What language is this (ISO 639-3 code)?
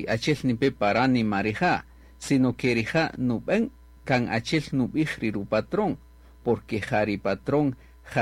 cak